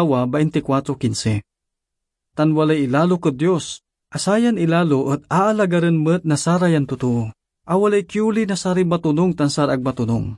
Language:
Pangasinan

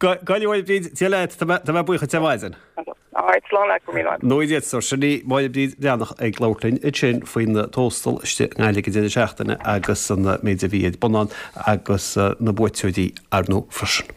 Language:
Irish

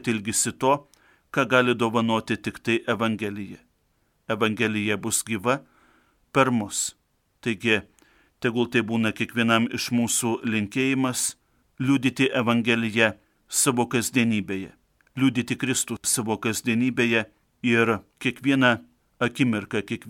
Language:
Lithuanian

